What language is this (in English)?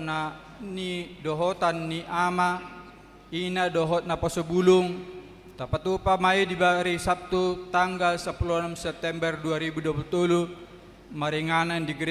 Batak Toba